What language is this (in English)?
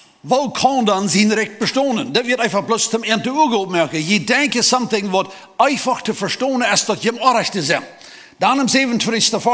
Plautdietsch